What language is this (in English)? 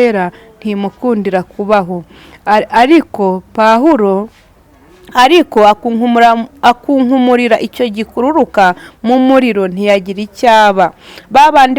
Kinyarwanda